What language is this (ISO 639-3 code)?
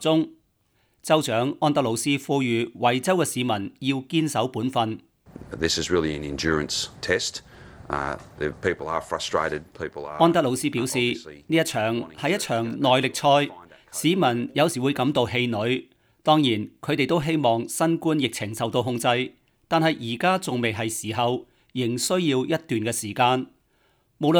yue